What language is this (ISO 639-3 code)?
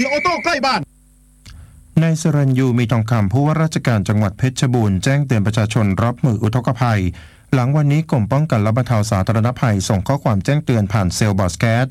tha